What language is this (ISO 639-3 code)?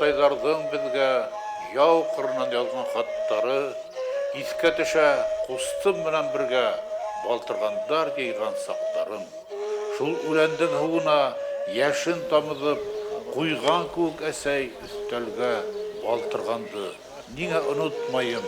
bak